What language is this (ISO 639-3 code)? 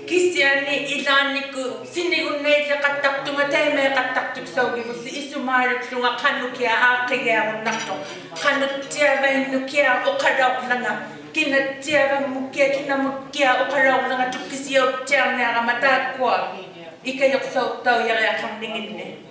iku